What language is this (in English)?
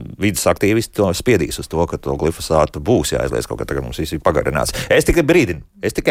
Latvian